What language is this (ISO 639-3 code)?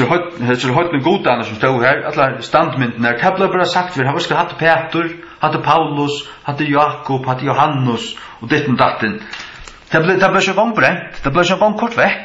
fao